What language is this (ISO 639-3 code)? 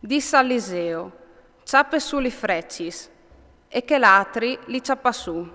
fur